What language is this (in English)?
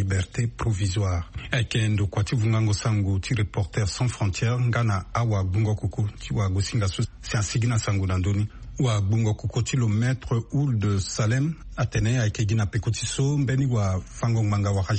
Sango